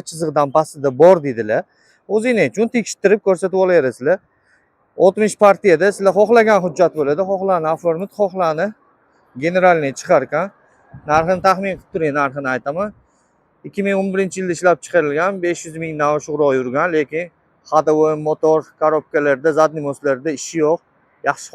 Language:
Uzbek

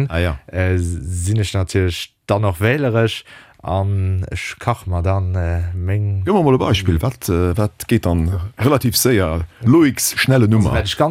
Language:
Luxembourgish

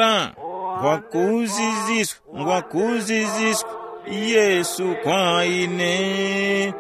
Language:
Tumbuka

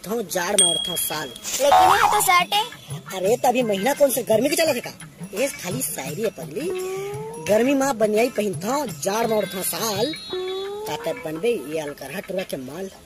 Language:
Chhattisgarhi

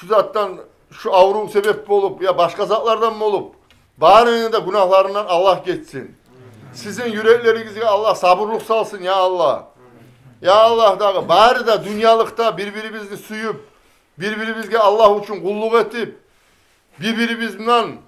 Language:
Kumyk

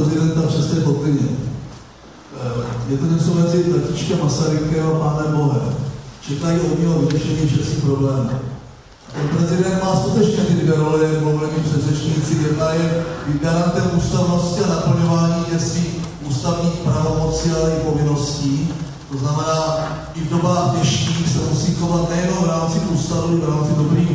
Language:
Czech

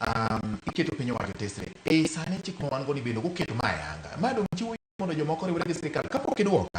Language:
Luo (Kenya and Tanzania)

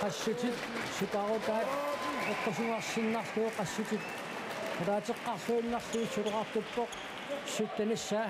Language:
Kalaallisut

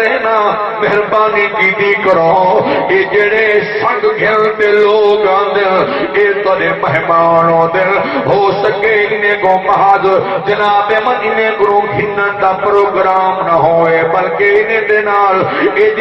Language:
Saraiki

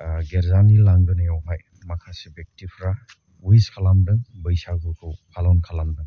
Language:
Bodo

